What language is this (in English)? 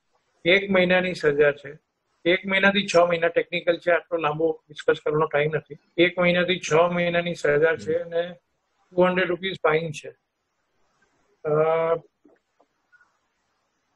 Gujarati